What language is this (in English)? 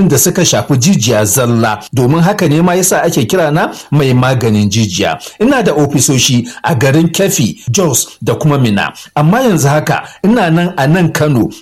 Hausa